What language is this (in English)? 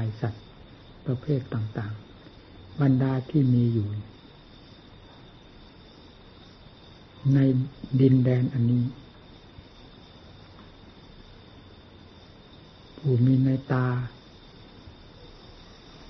Thai